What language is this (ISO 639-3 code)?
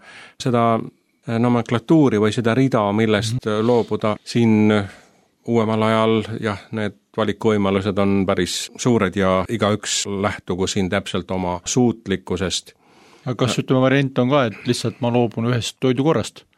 est